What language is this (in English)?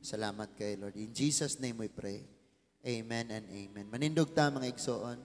Cebuano